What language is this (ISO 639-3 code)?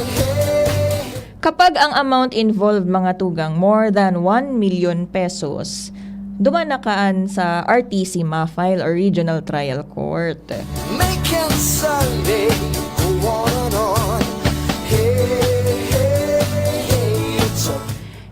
bik